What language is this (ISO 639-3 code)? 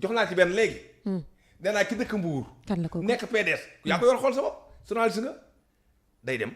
wol